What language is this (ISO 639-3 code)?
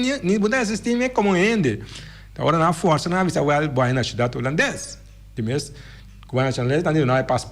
pap